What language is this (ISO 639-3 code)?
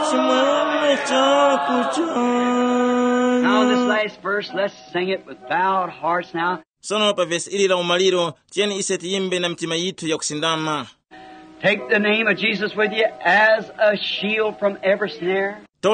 tum